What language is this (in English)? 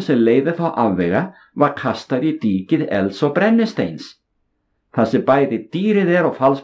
Icelandic